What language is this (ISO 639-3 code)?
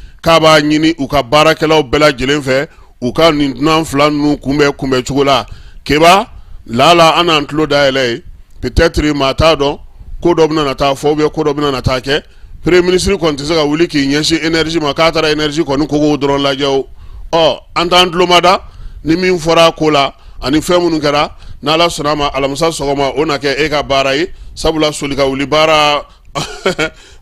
bam